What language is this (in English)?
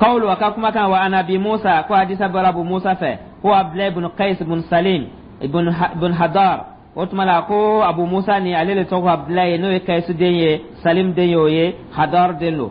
Dyula